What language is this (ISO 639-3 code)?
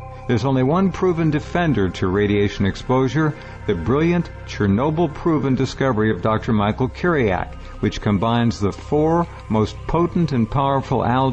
eng